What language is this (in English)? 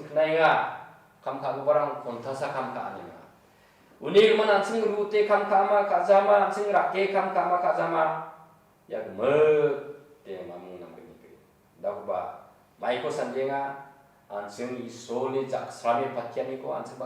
Garo